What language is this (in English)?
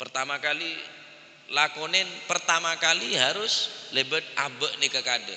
Madurese